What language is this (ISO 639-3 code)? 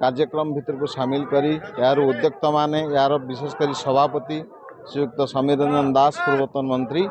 ori